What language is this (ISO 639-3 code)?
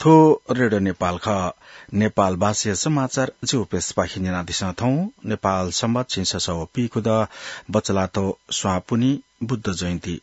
new